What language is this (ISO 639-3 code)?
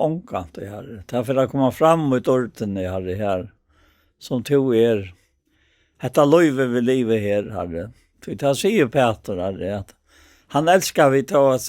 fao